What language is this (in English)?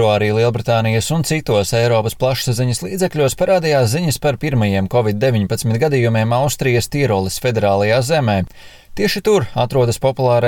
Latvian